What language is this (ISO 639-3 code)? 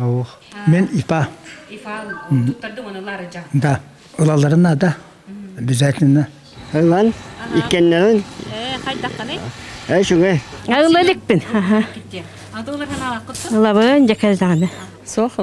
sah